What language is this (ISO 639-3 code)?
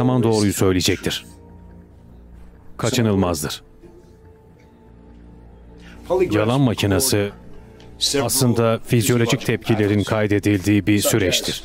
tur